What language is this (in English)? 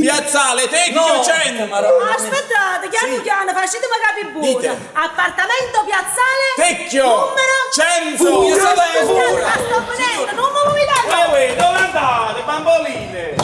Neapolitan